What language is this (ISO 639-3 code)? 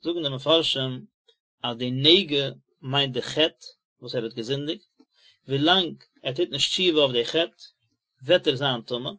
yid